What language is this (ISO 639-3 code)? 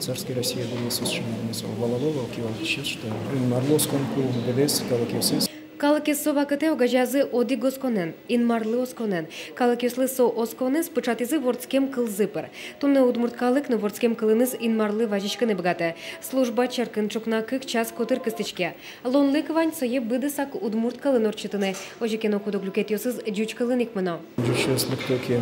udm